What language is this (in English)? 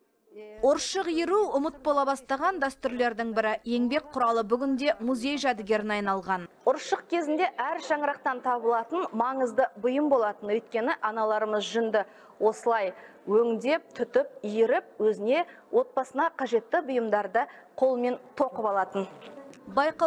Kazakh